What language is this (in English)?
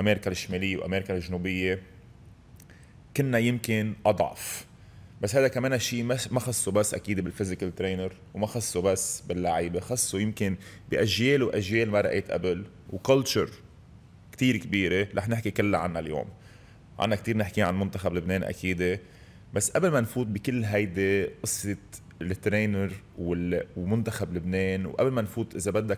North Levantine Arabic